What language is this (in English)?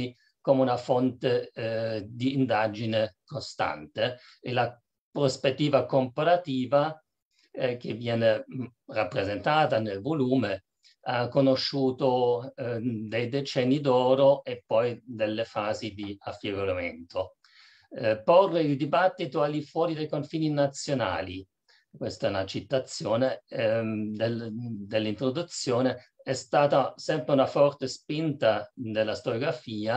Italian